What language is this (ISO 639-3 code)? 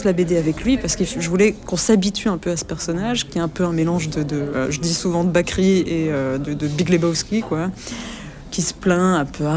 fra